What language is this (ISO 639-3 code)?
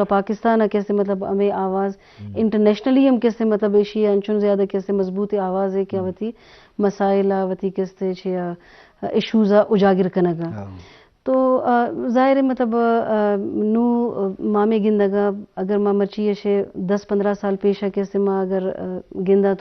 bgp